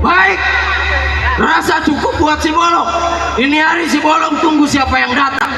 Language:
Betawi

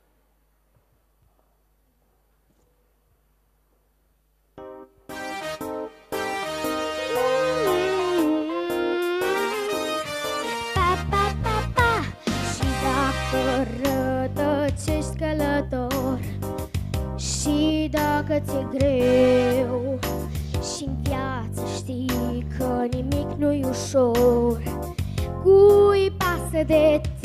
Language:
Romanian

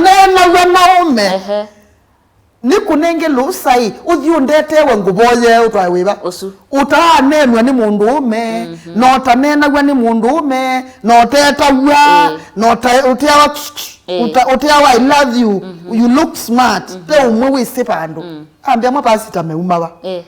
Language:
Kamba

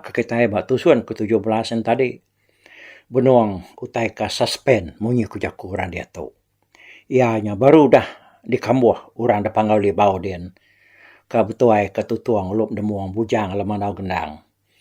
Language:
Iban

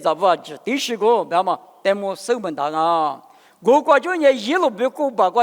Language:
Lisu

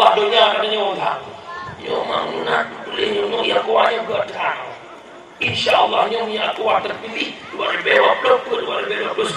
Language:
Achinese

